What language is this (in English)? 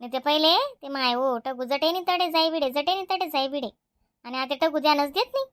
Khandesi